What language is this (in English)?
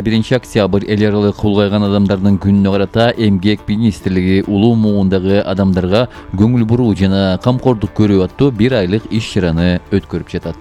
Kyrgyz